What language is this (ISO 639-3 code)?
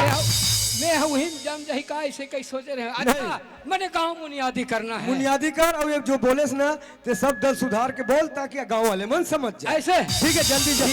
hne